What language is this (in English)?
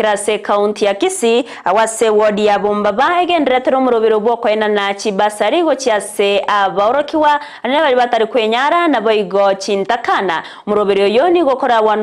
Gusii